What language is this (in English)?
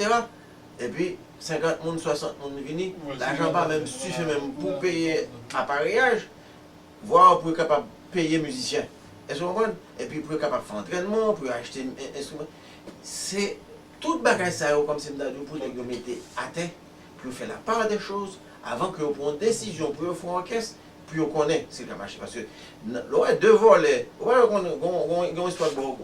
Haitian Creole